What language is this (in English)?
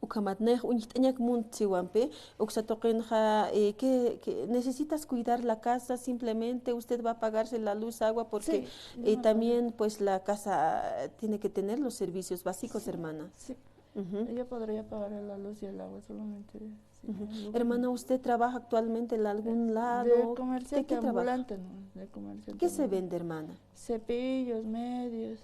Aymara